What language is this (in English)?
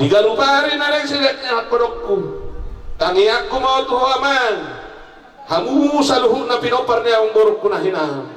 Batak Toba